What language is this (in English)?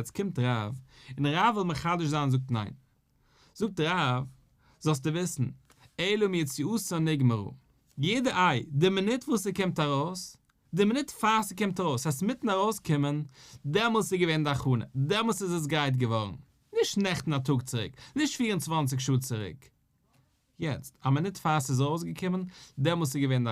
Yiddish